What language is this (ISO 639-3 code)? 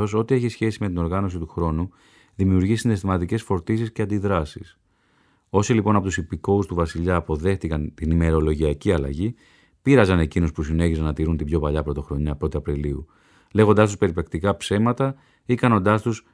ell